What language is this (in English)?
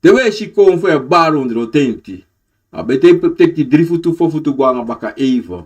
Sranan Tongo